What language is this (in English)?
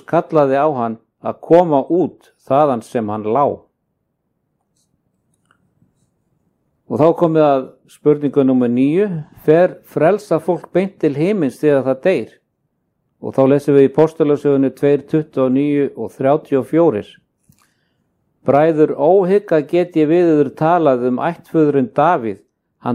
Icelandic